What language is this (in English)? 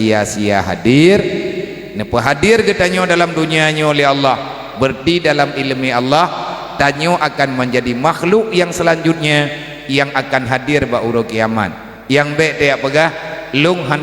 Achinese